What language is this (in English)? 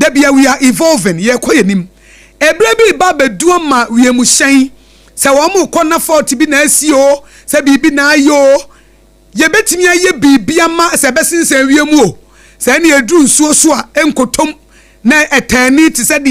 Akan